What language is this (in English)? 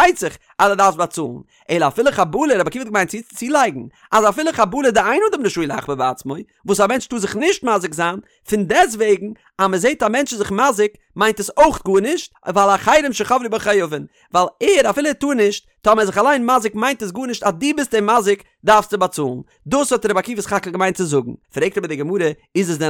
Yiddish